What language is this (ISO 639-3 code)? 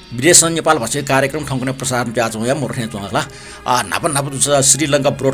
new